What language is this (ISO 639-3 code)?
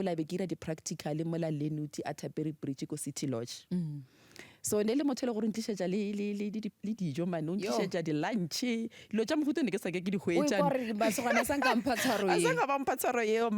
nso